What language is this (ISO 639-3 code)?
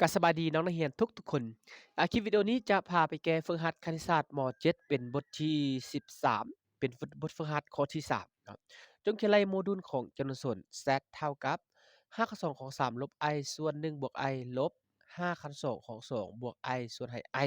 lao